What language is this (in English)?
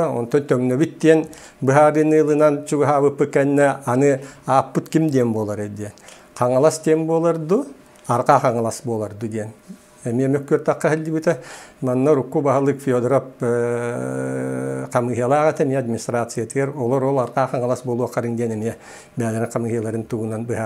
Yakut